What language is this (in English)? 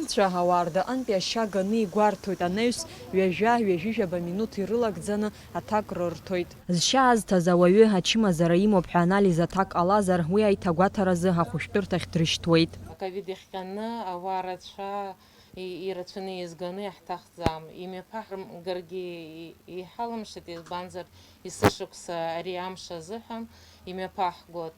Abkhazian